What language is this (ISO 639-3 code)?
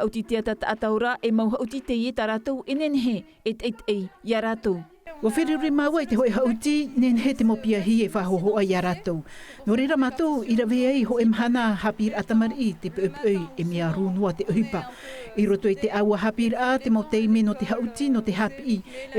tah